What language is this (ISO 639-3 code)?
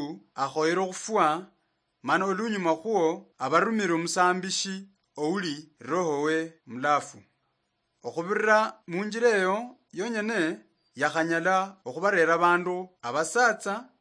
luy